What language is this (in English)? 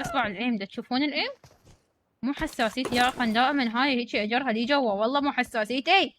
Mesopotamian Arabic